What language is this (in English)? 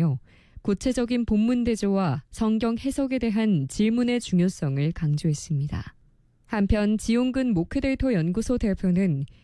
Korean